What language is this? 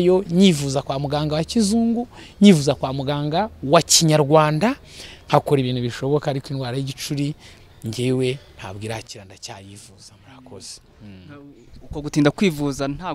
Kinyarwanda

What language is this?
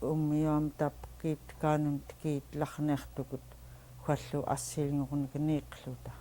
Central Yupik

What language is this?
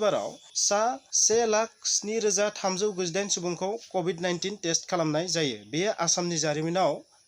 Bodo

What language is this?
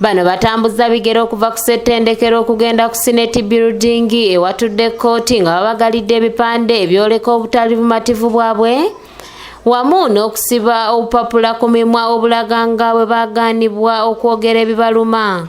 Ganda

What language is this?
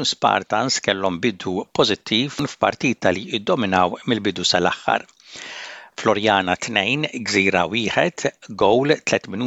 Maltese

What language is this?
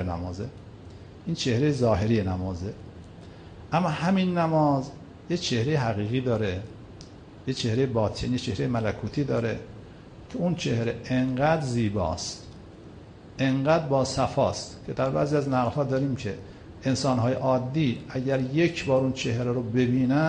Persian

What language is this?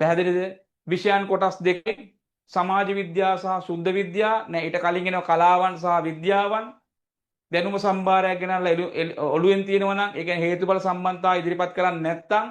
Sinhala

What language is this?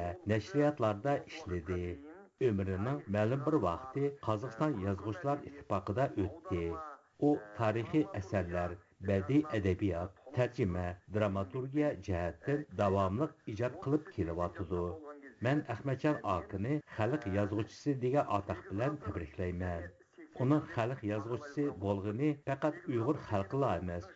Uyghur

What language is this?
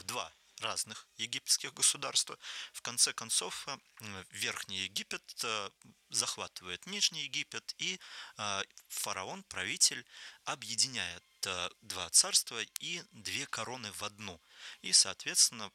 Russian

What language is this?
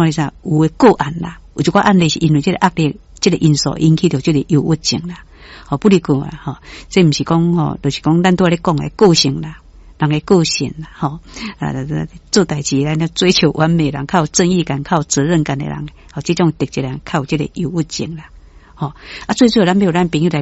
Min Nan Chinese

